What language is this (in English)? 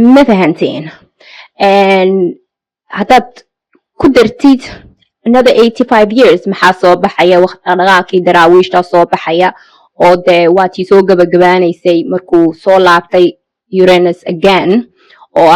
Somali